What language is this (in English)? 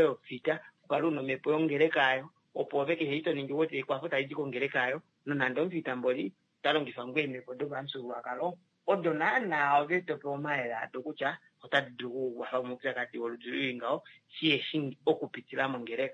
Kuanyama